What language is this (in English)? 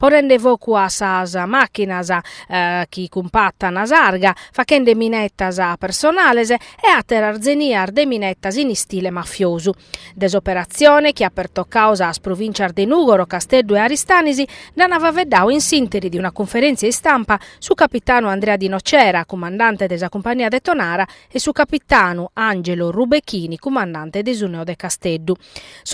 Sardinian